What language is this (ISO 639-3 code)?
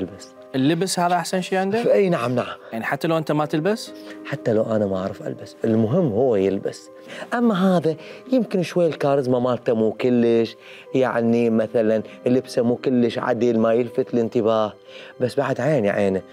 acm